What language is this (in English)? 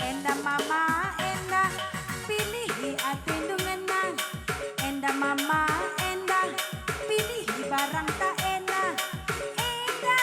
Batak Karo